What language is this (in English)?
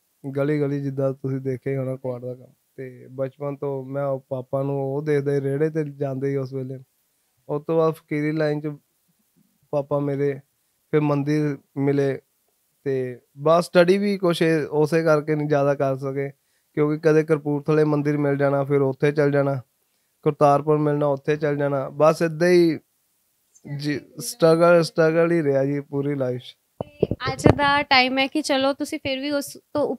Punjabi